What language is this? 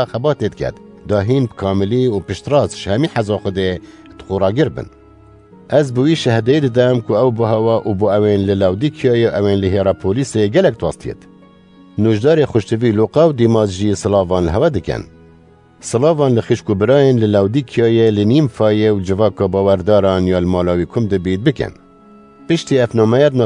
Kurdish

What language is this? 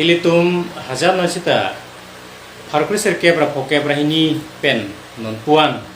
Karbi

